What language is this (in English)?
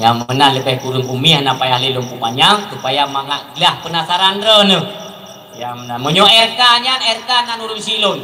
Achinese